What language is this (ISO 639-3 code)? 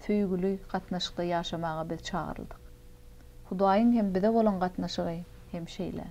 tuk